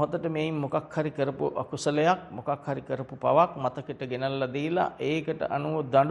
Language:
Sinhala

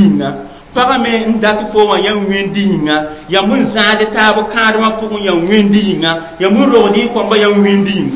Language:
Mossi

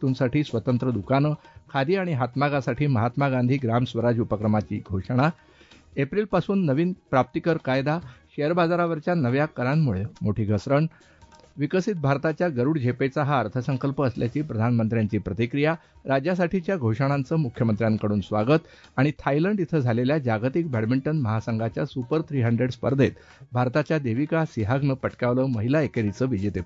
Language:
Marathi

